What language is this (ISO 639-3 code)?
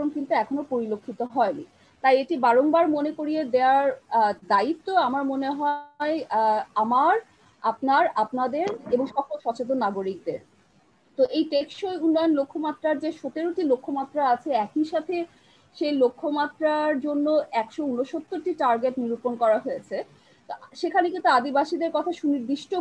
ben